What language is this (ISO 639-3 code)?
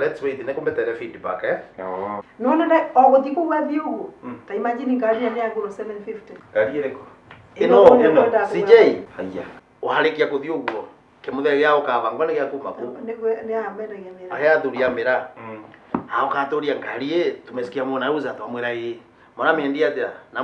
kik